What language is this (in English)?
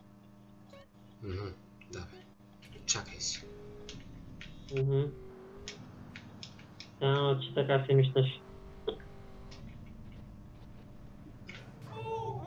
Bulgarian